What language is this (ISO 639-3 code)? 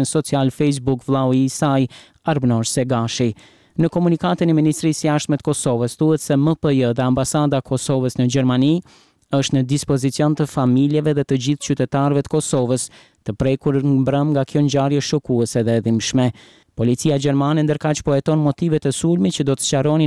sqi